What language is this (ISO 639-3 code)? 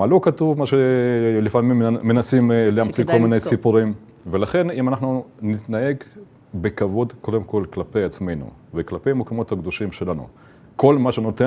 heb